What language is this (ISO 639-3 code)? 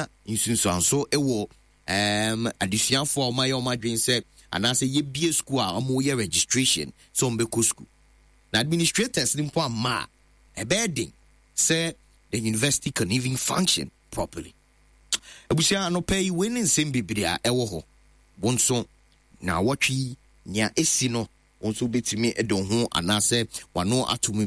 aka